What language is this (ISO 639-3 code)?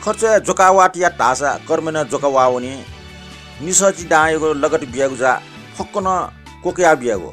new